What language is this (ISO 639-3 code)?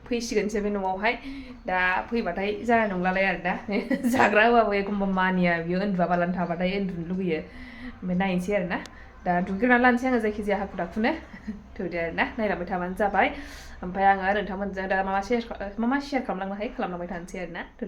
brx